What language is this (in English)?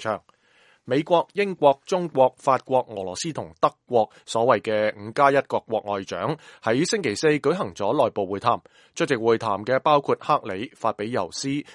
Cantonese